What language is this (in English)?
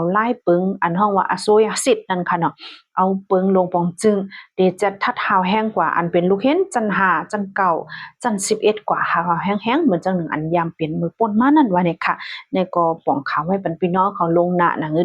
Shan